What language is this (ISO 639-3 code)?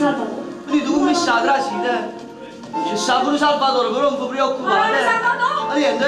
nap